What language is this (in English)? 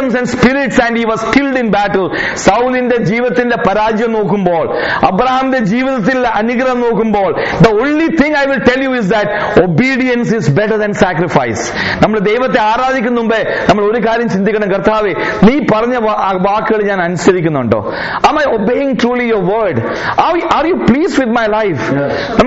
Malayalam